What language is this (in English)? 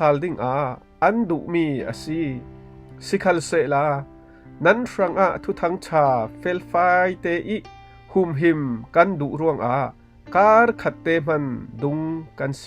Falam Chin